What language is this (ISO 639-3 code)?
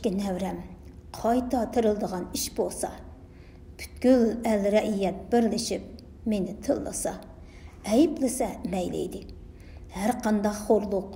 uig